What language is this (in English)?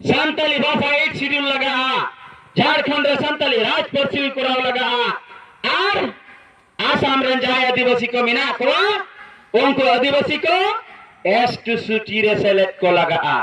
Santali